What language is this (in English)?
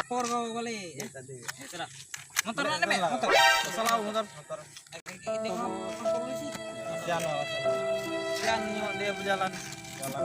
Musi